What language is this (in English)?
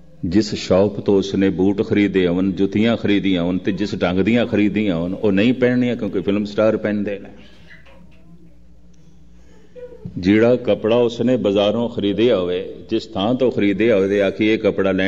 Punjabi